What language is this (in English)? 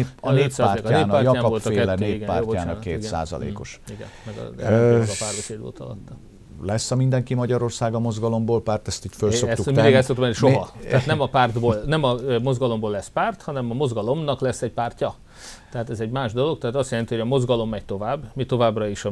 Hungarian